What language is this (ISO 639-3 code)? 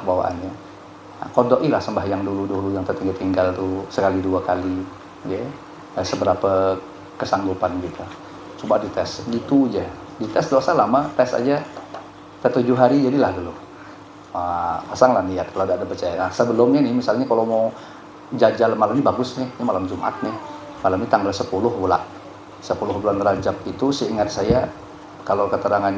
bjn